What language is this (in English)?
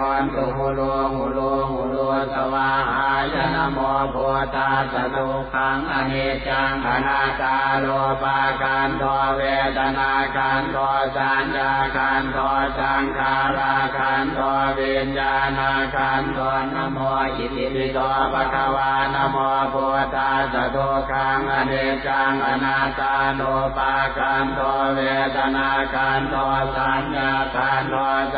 Pali